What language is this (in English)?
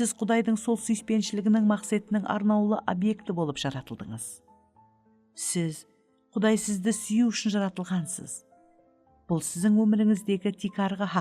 Kara-Kalpak